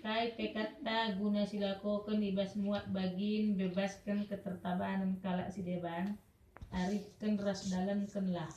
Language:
Batak Karo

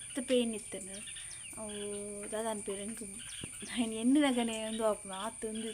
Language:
Tulu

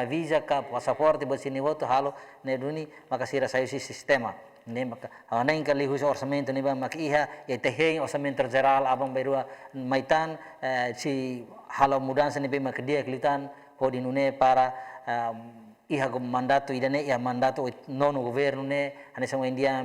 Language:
Tetum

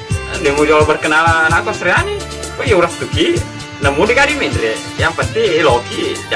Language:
Buginese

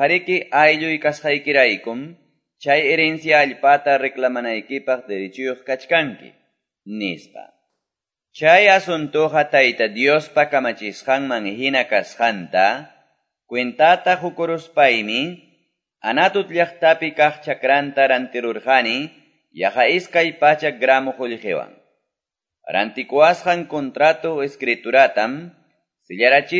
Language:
Quechua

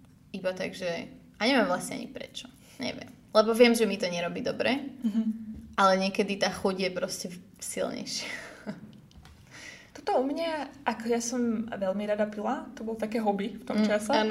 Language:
Slovak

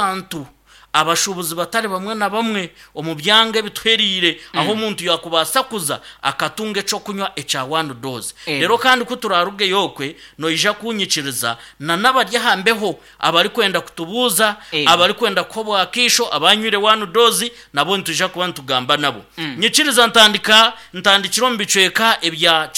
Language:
Nyankole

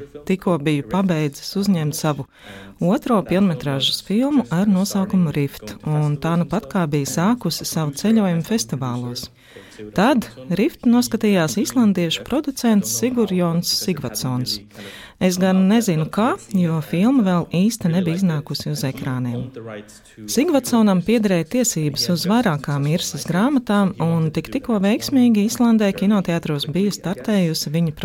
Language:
Latvian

